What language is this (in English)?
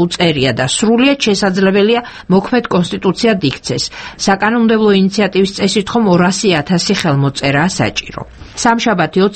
Georgian